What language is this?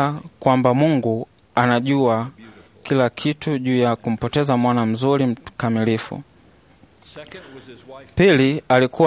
Swahili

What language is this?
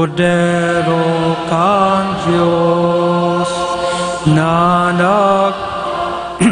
Bikol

